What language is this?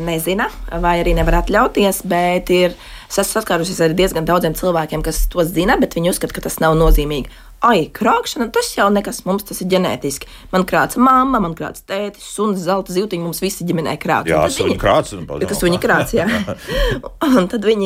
Latvian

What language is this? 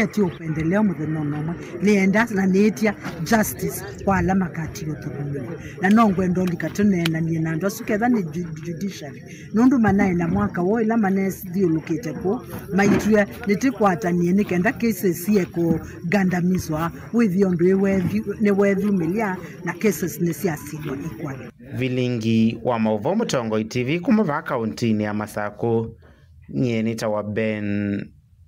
Kamba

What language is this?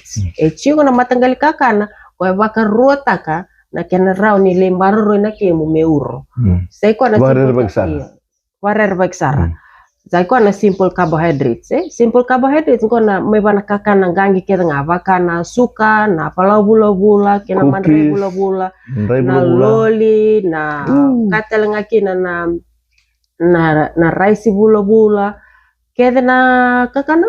Fijian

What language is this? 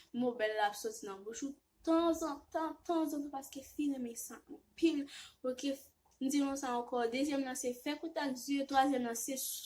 Haitian Creole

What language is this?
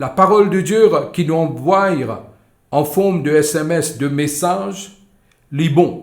Morisyen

